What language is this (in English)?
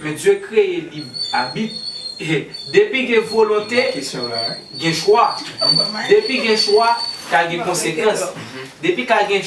Haitian Creole